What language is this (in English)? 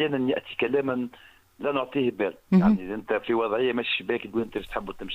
Tunisian Arabic